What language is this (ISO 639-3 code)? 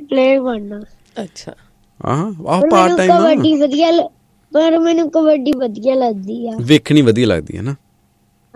pan